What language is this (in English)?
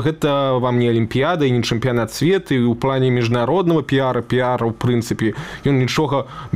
Belarusian